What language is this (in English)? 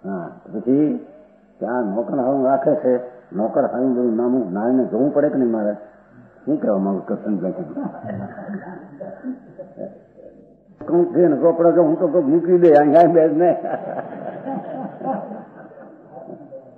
Gujarati